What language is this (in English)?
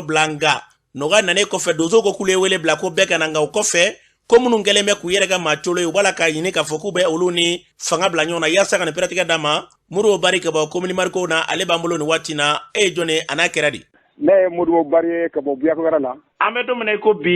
Bambara